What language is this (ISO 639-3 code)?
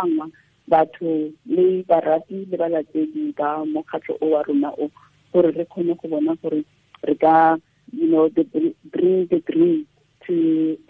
tsn